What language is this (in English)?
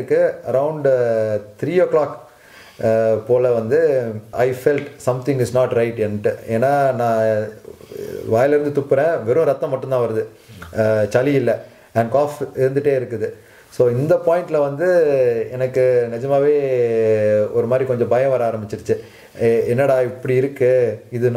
Tamil